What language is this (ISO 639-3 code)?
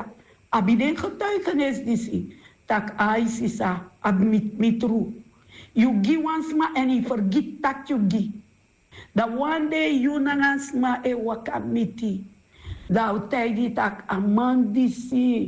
srn